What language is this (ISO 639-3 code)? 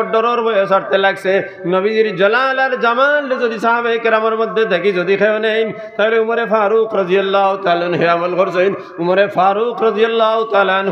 syl